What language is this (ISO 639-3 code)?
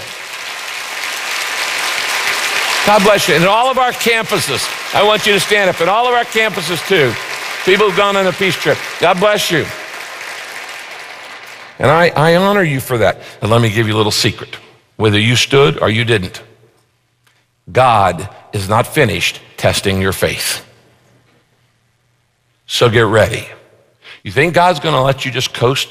eng